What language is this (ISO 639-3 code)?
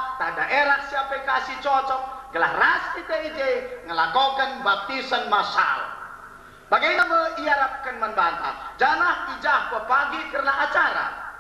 btx